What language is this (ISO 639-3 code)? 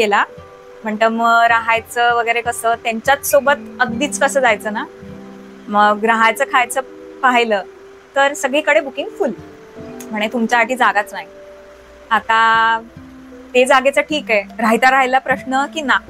mar